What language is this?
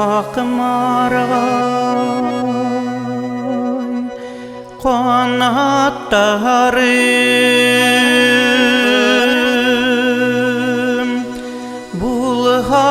Bashkir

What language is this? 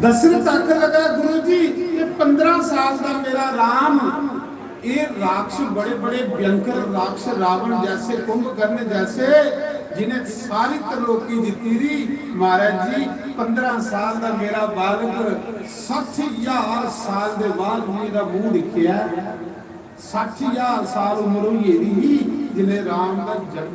Dogri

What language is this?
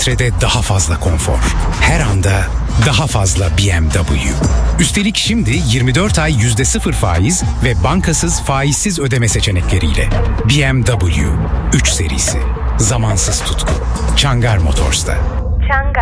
Turkish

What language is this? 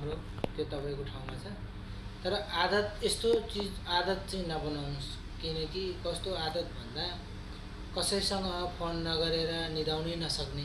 Nepali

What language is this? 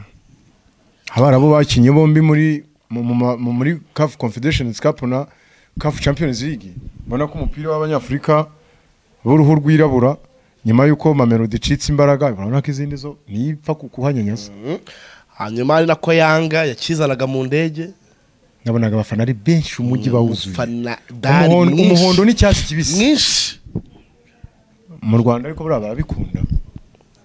Kinyarwanda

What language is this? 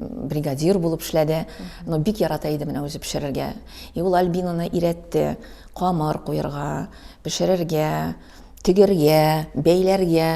Tatar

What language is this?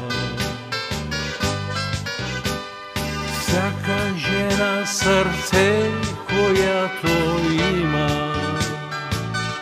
Bulgarian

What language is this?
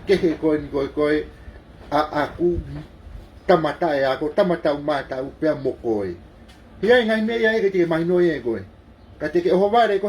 Tongan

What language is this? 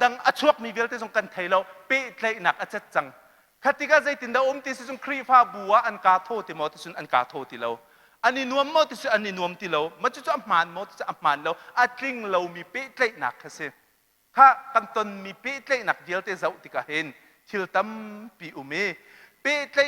Hakha Chin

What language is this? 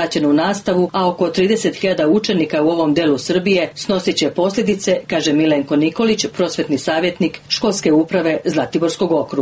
Serbian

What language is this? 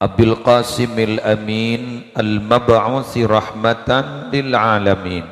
Madurese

